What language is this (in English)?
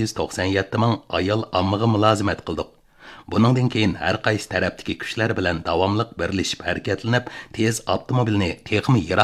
Uyghur